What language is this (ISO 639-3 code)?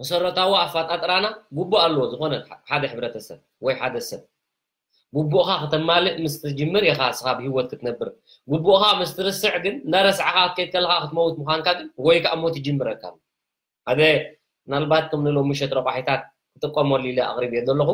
tir